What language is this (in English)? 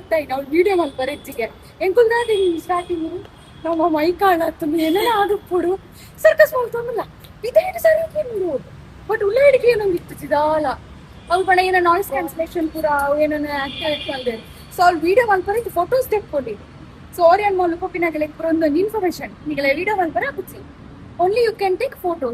Tulu